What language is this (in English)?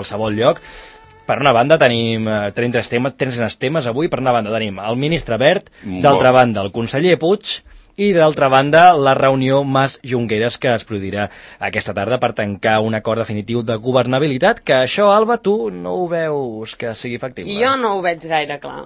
Catalan